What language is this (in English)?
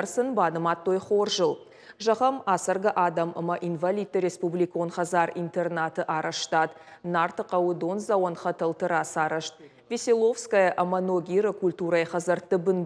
Ossetic